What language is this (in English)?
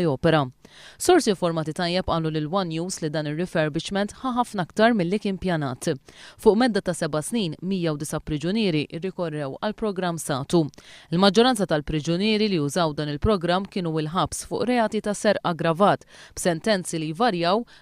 Maltese